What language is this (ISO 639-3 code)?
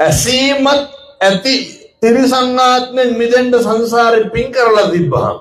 sin